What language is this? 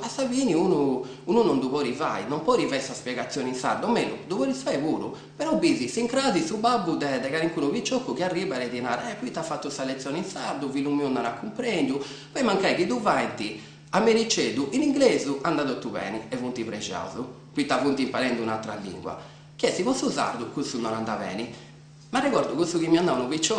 Sardinian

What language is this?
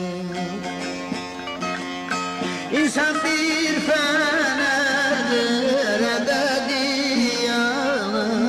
Turkish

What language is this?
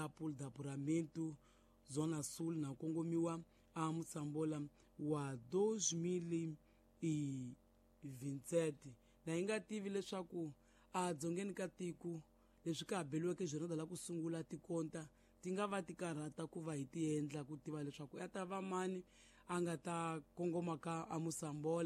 Tsonga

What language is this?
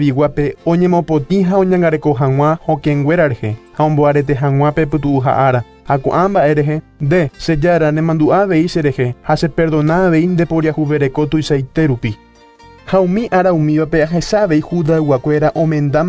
Guarani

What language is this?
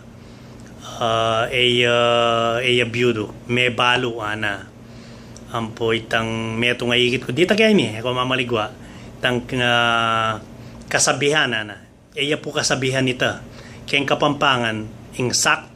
Pampanga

